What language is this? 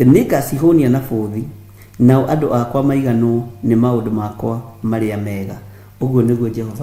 Kikuyu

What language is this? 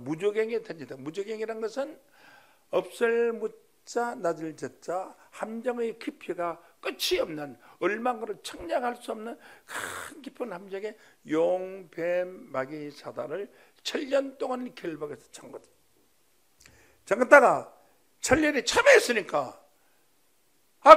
Korean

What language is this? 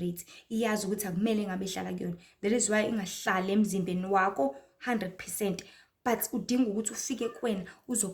Zulu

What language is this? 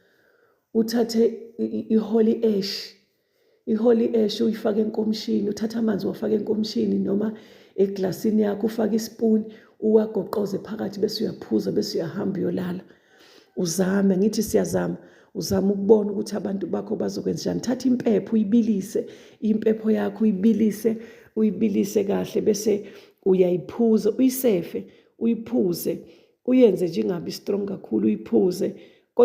Zulu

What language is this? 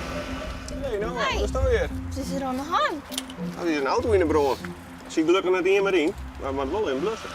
Western Frisian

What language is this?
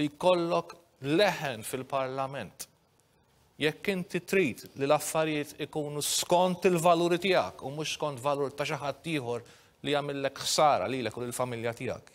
Maltese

